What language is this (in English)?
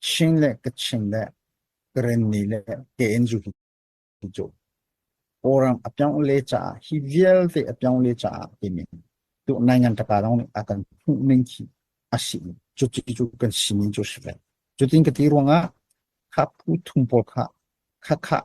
Hakha Chin